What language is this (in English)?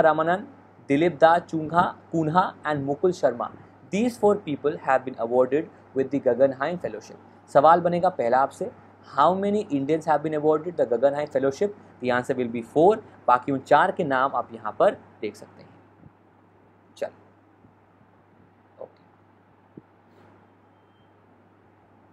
Hindi